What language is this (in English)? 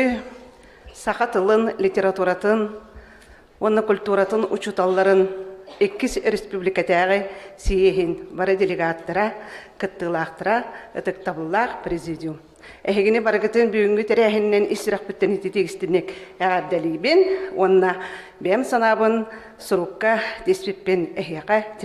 Yakut